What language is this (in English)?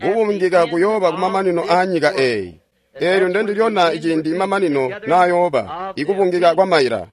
Tonga (Zambia)